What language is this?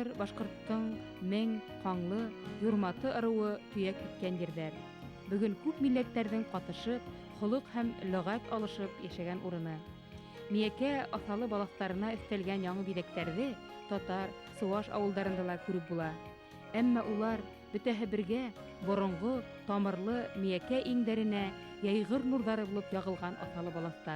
Bashkir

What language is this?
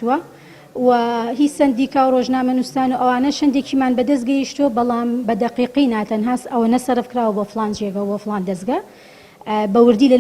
Central Kurdish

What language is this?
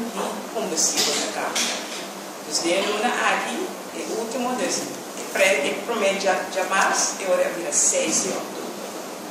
Papiamento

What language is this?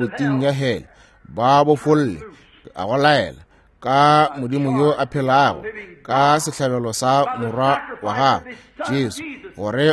Northern Sotho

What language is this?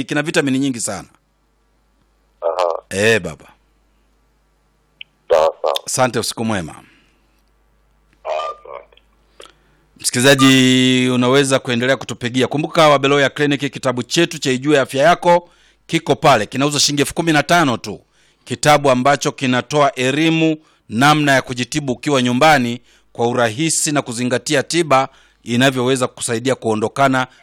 Swahili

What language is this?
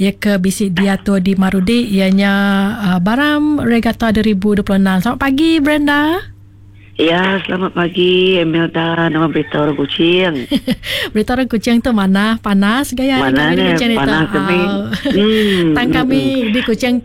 Iban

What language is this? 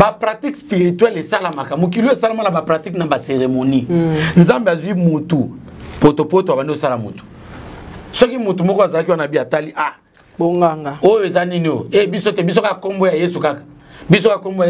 Lingala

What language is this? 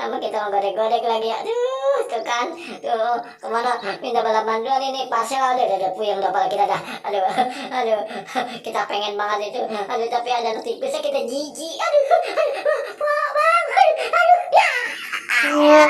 Betawi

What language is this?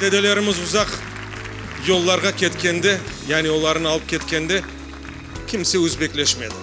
Crimean Tatar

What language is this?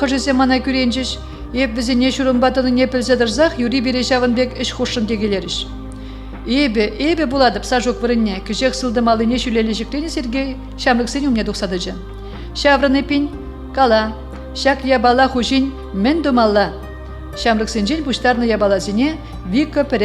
Chuvash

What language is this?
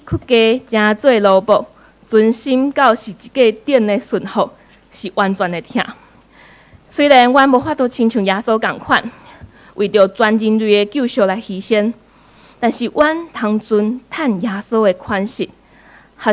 Min Nan Chinese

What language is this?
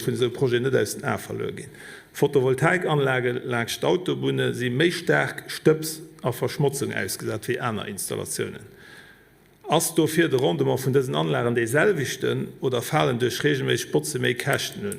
Luxembourgish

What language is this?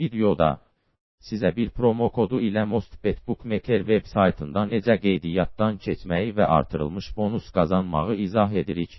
Azerbaijani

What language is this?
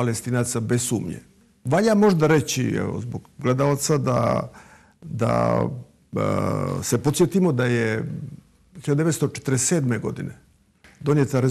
Serbian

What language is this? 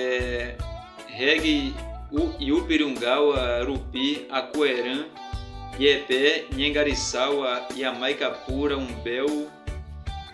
Nheengatu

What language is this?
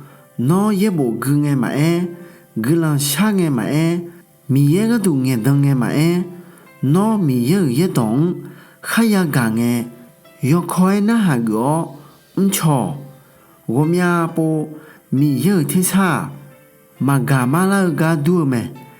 Akha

